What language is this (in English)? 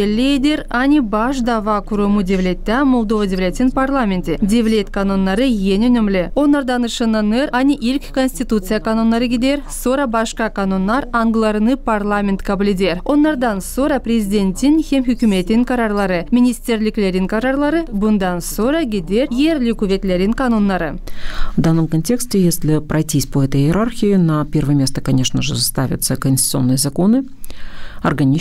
Gagauz